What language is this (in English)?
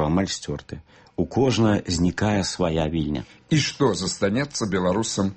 Belarusian